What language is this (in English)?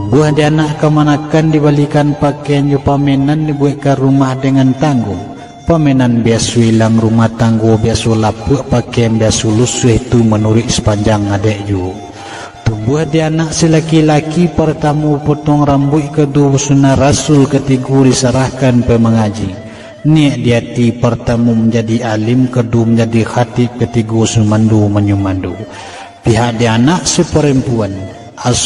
Minangkabau